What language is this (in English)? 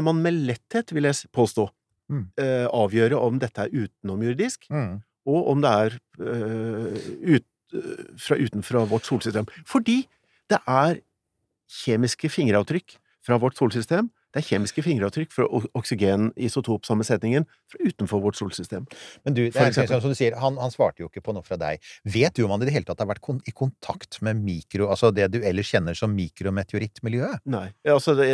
Norwegian